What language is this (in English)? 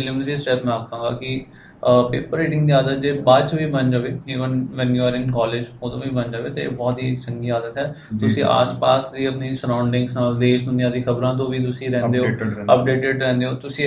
Punjabi